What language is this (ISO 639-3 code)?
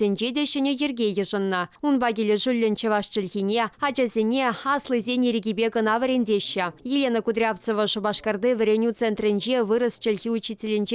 chv